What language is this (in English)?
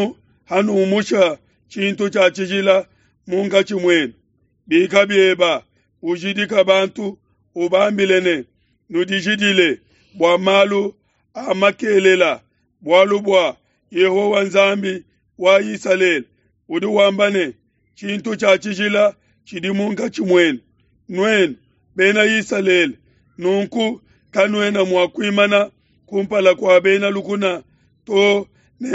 Luba-Lulua